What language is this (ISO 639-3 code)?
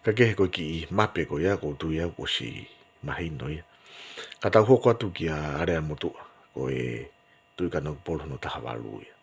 ton